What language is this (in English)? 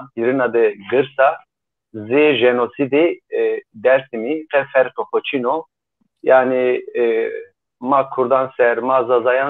Zaza